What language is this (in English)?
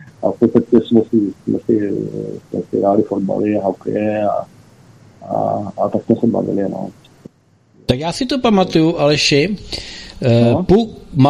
Czech